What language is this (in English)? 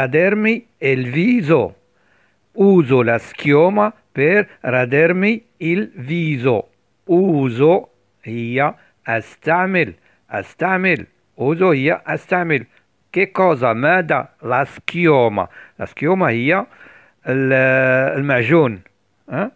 Arabic